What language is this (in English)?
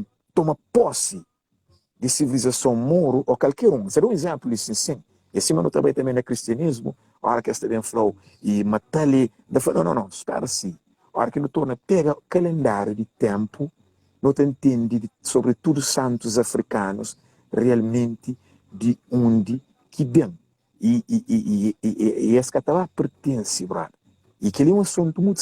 Kabuverdianu